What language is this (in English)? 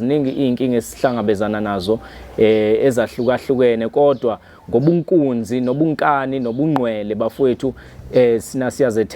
Zulu